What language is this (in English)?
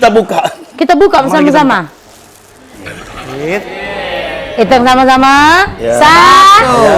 Musi